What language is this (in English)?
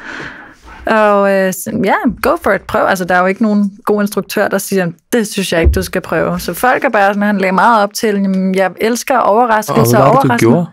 Danish